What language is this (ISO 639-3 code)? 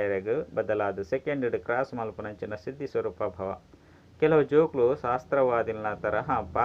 tcy